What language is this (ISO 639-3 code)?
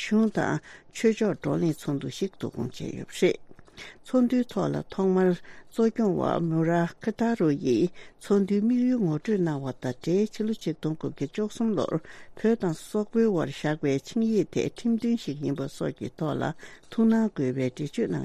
bod